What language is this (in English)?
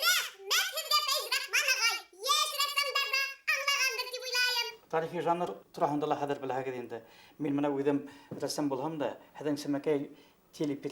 Bashkir